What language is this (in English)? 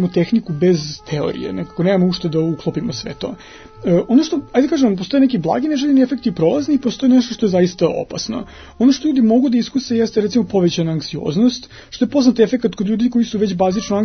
Serbian